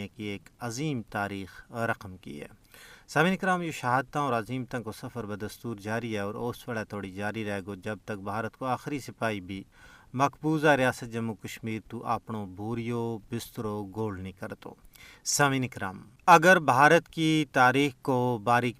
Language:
Gujari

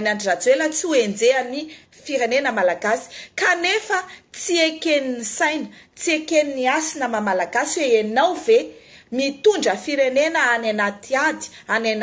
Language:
Malagasy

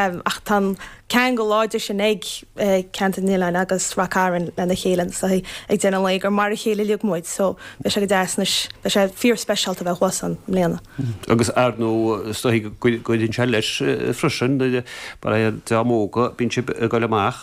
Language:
Irish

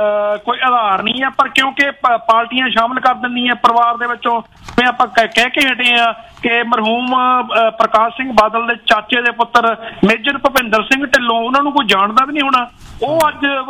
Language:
Punjabi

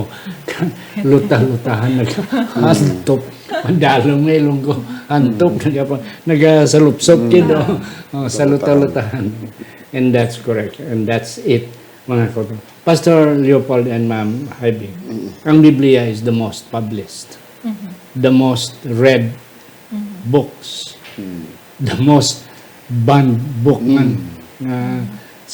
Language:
Hiligaynon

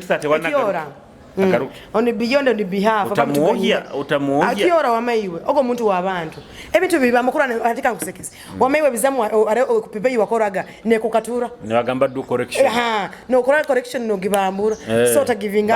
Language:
Nyoro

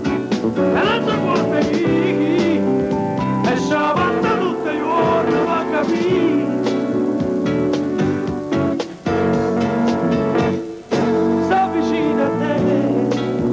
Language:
Italian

